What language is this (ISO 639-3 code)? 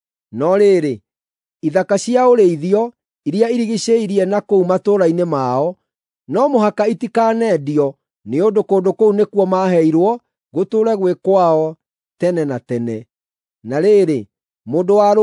kik